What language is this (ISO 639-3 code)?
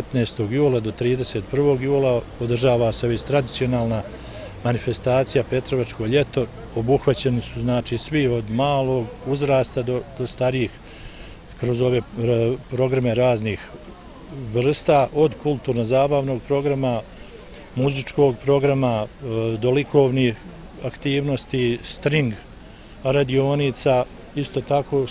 bos